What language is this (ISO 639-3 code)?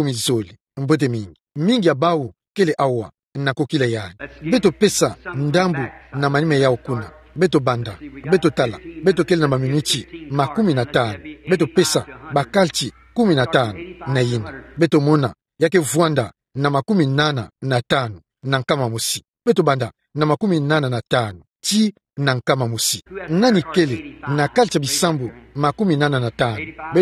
ktu